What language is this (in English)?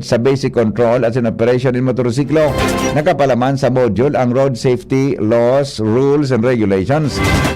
Bikol